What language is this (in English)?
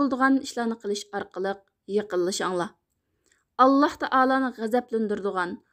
Uyghur